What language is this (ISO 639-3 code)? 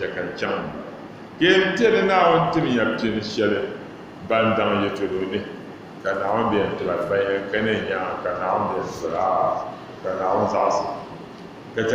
dag